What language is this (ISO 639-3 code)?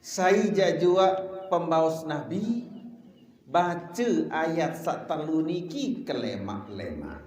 sas